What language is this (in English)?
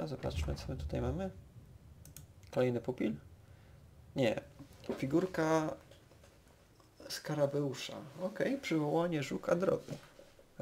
Polish